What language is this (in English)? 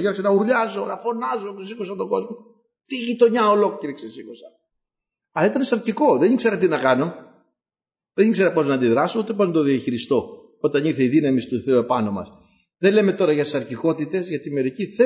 Greek